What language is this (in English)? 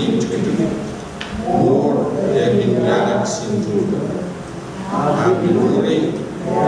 Pohnpeian